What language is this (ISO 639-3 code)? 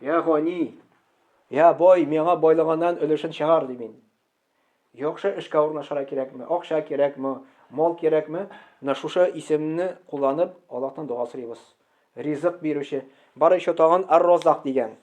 tat